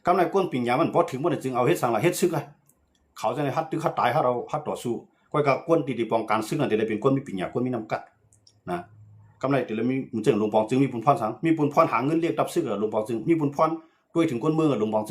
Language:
Shan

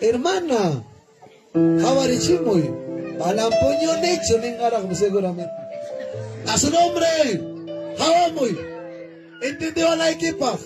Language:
Ayacucho Quechua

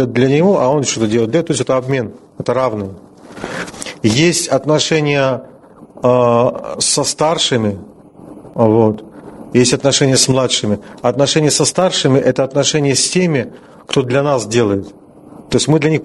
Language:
Russian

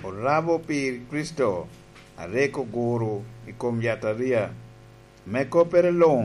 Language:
Lango (Uganda)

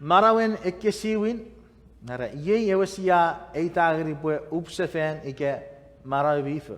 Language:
Chuukese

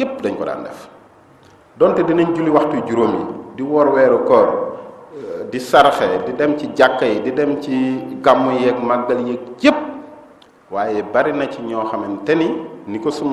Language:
Wolof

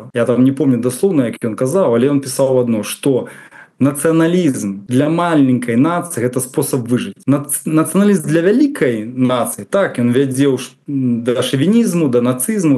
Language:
Belarusian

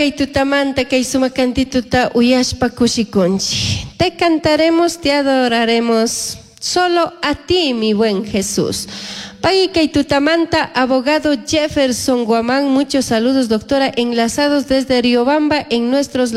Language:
Chimborazo Highland Quichua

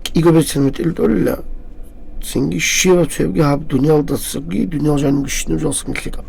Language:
Avaric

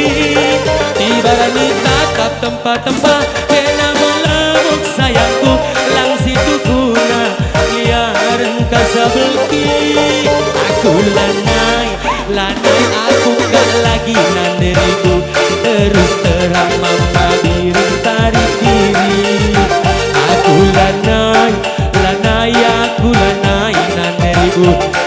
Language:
Batak Karo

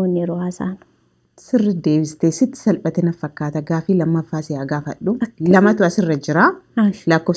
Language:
Oromo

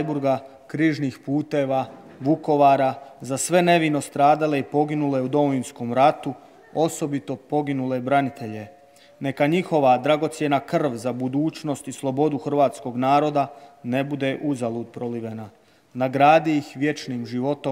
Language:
Croatian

